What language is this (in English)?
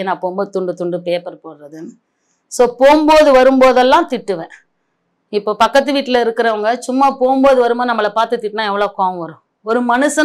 Tamil